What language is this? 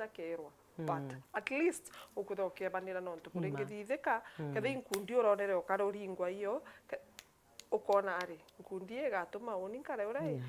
Meru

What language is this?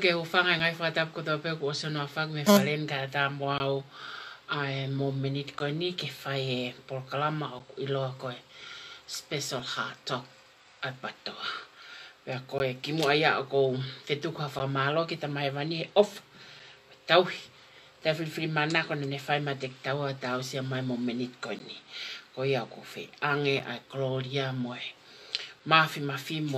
Tongan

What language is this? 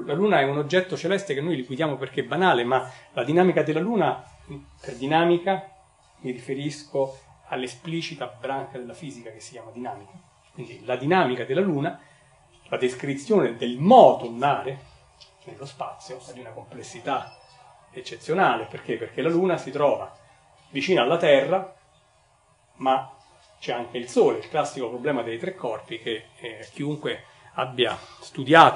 Italian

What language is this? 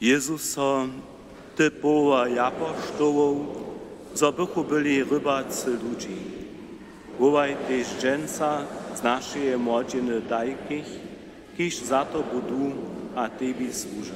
Upper Sorbian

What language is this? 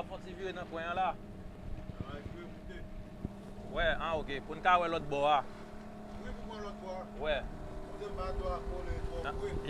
Haitian Creole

